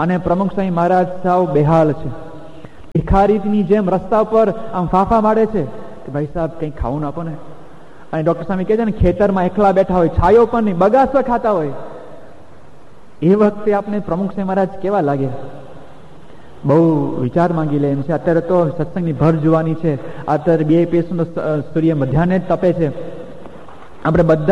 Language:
Gujarati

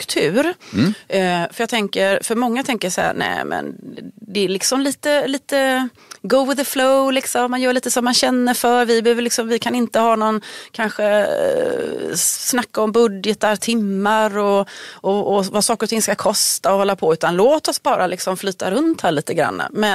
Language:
Swedish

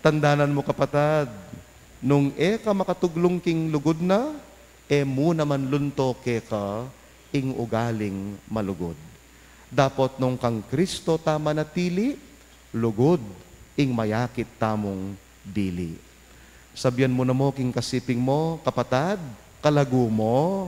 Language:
Pampanga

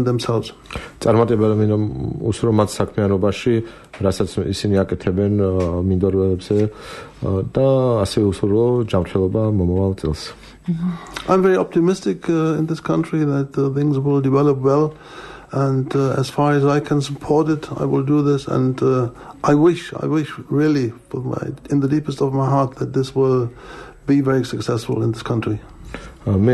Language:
Georgian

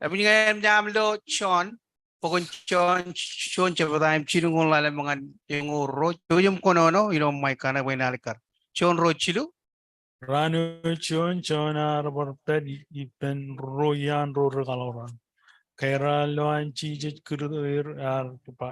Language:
Marshallese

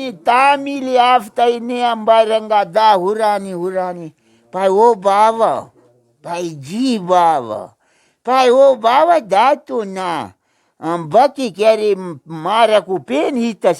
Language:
Brahui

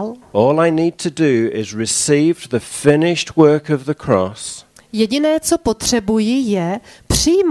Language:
Czech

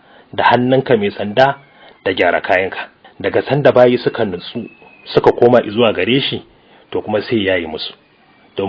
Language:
Hausa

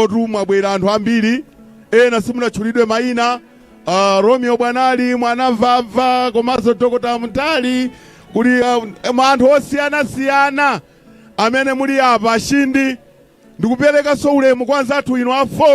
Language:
Nyanja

